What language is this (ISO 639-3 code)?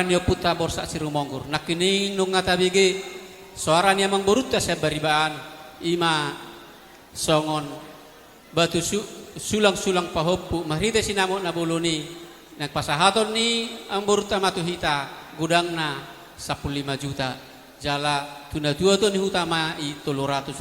bbc